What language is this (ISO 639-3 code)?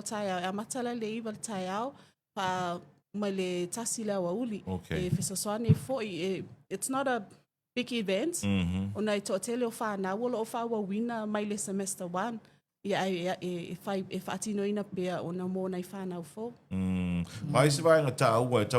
smo